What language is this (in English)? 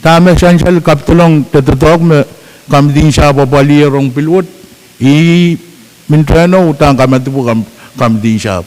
Pohnpeian